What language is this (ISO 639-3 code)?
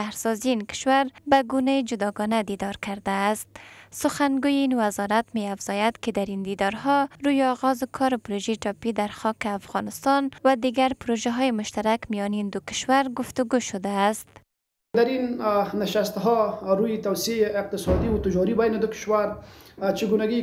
fas